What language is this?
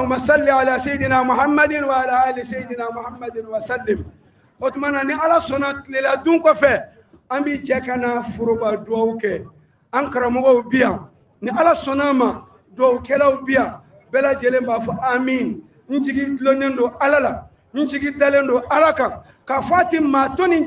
Bambara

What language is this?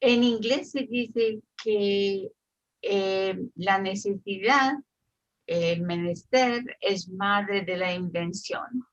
Ladino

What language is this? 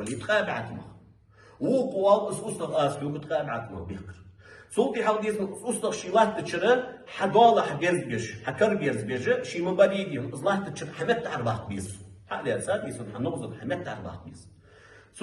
Ingush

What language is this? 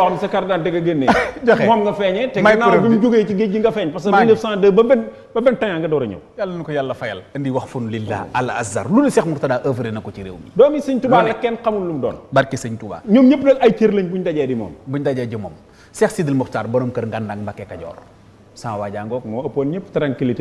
Wolof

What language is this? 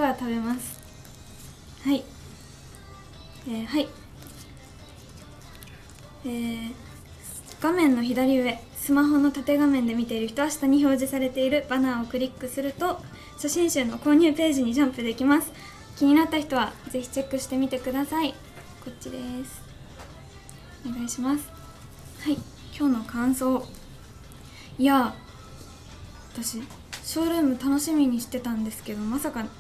Japanese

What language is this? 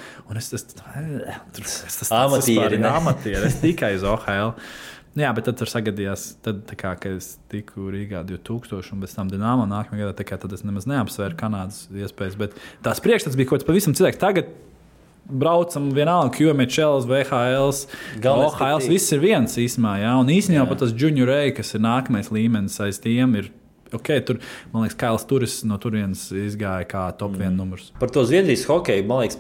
Latvian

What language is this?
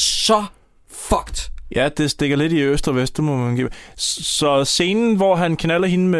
Danish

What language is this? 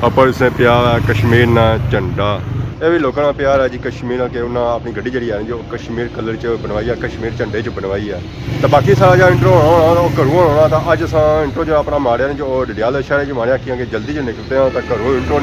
Pahari-Potwari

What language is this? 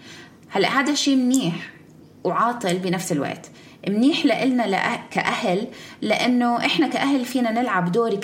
North Levantine Arabic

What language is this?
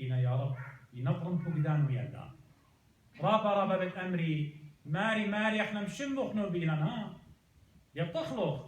Assyrian Neo-Aramaic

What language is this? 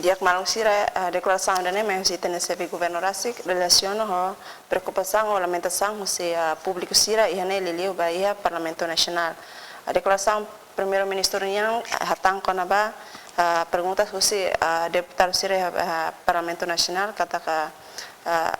Tetum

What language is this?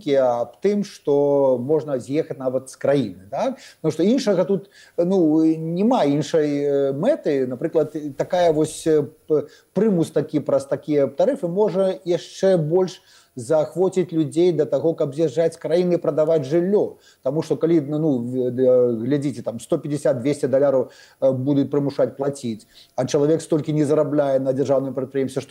Belarusian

